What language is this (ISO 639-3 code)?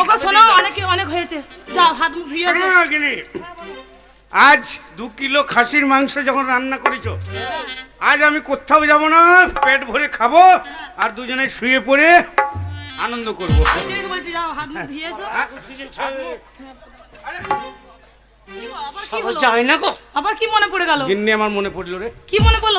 ben